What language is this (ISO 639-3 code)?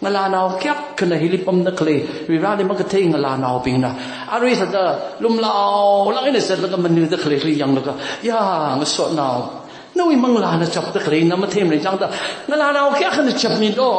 nmf